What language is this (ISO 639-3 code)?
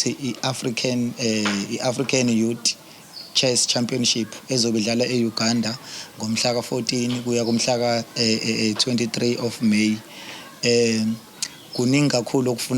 zul